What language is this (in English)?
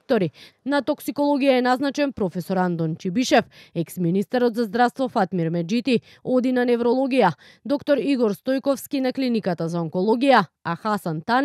Macedonian